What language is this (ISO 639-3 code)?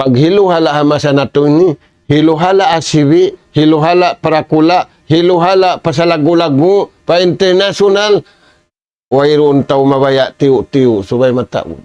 tsg